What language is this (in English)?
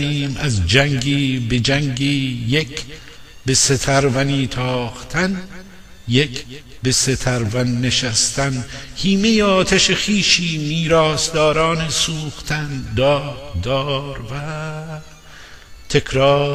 Gilaki